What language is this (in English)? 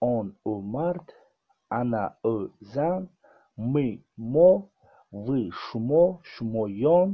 Tajik